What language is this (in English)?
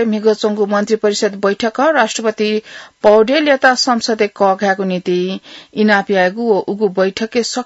Newari